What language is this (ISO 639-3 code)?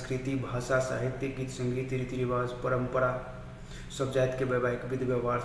mai